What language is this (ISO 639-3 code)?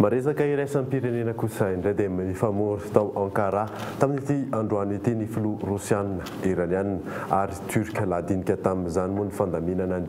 mlg